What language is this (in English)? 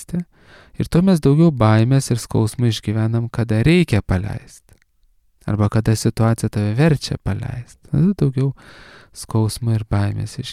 Lithuanian